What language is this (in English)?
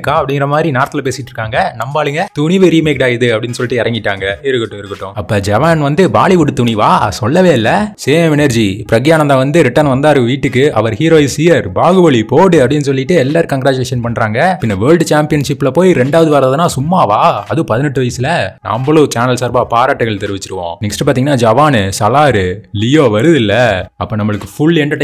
Tamil